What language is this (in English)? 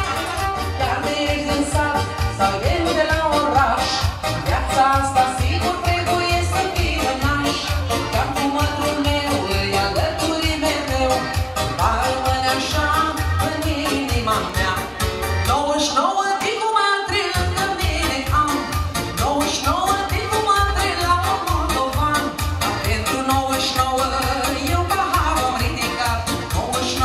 Romanian